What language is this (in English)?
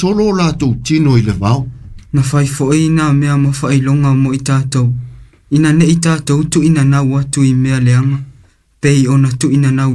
Samoan